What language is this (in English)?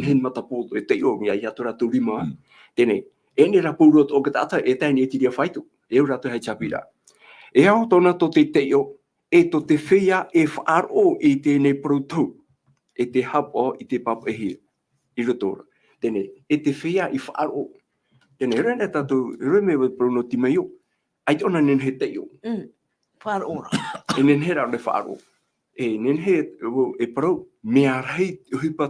Tahitian